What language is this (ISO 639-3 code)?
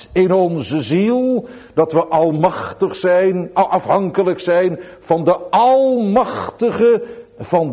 nld